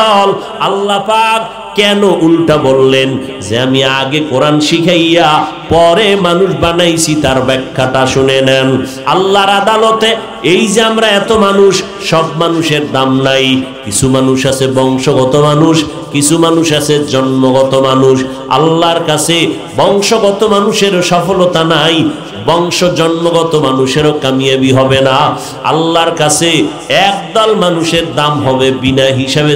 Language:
Bangla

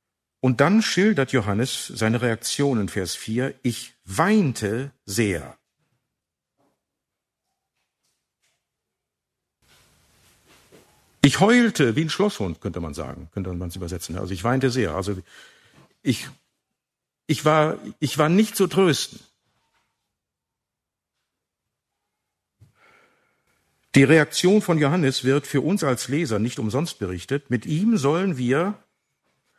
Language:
German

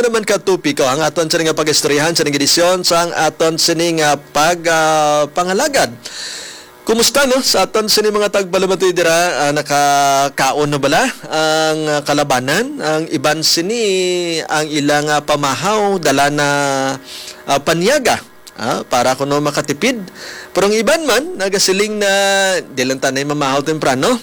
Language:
Hiligaynon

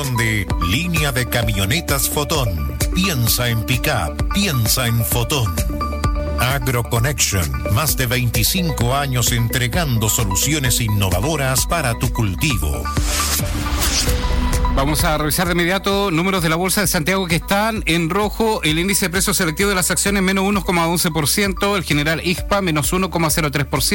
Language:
Spanish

